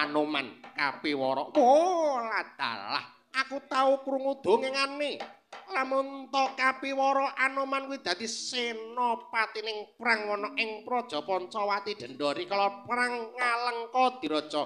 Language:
Javanese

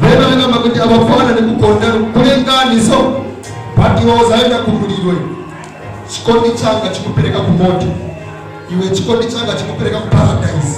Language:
Nyanja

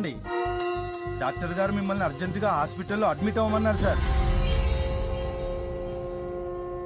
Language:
Telugu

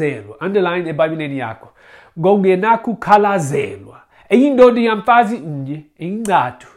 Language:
Xhosa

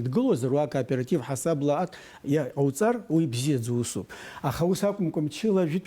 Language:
Abkhazian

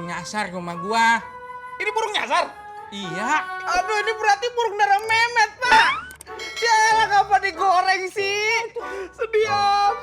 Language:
Betawi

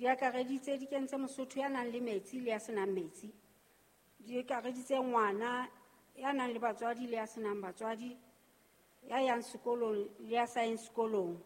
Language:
Southern Sotho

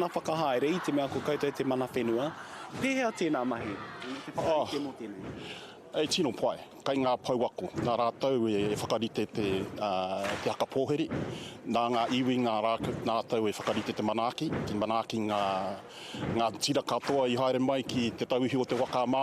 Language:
Māori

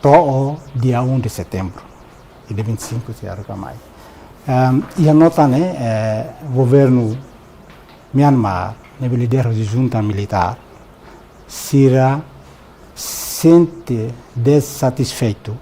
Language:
Tetum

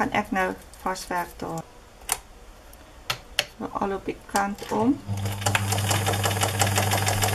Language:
Afrikaans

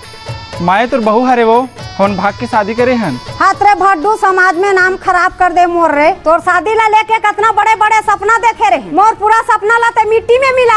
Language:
Chhattisgarhi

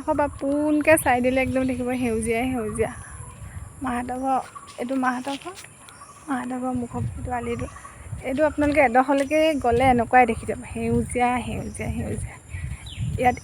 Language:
Assamese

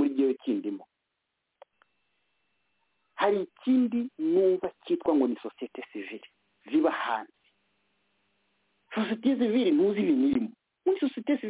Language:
Kinyarwanda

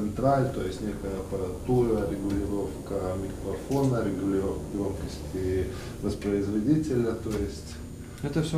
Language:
Russian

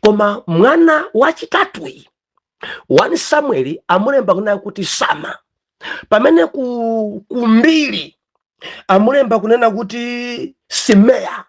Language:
Nyanja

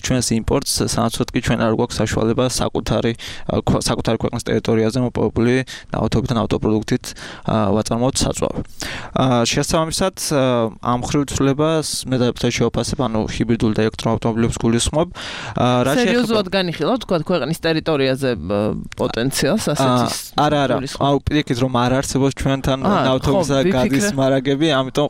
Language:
Georgian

